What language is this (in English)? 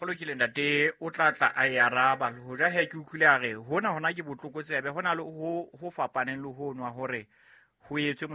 Southern Sotho